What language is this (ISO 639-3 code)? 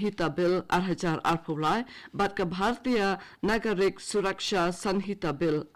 kha